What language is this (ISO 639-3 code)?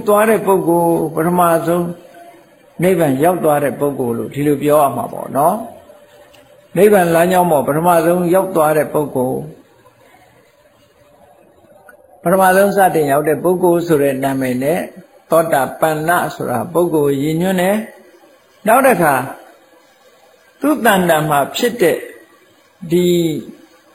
mya